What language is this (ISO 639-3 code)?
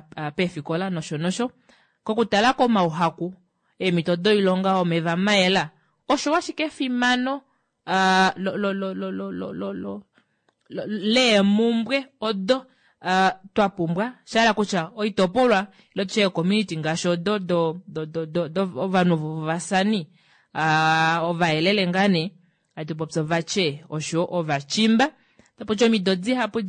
kua